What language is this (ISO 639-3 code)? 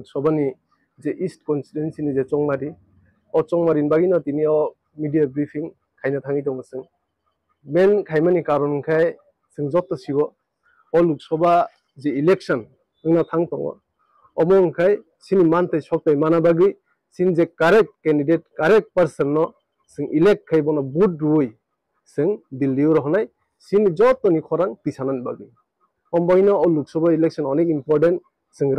ria